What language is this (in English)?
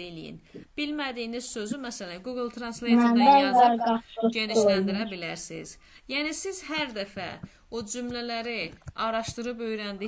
Azerbaijani